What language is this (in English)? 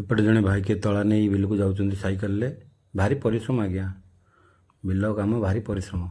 Odia